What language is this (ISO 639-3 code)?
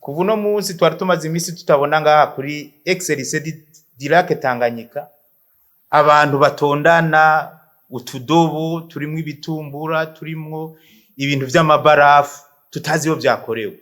run